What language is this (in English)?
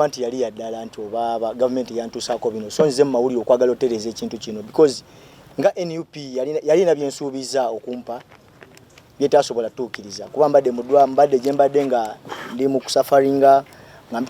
Ganda